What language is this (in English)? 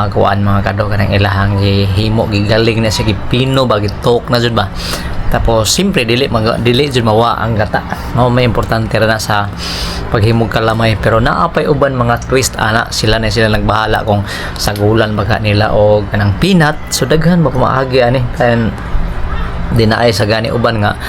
Cebuano